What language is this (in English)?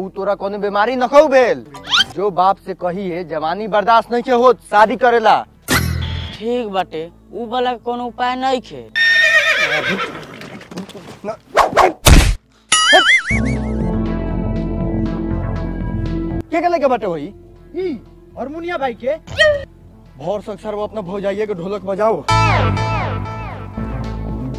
Bhojpuri